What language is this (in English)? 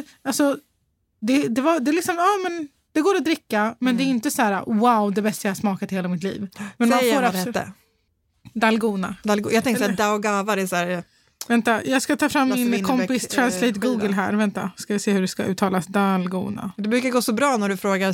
Swedish